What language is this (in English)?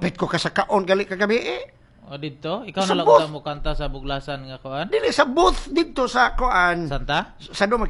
Cebuano